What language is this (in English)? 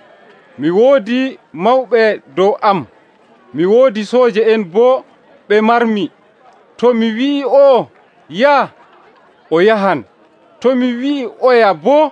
Nigerian Fulfulde